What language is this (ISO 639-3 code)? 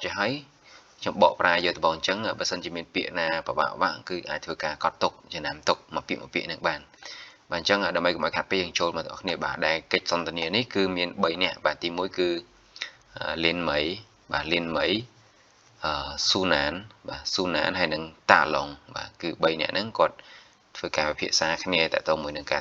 khm